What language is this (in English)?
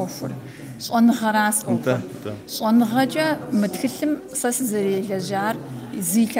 Kabardian